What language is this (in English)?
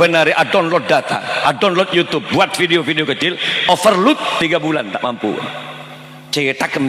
Madurese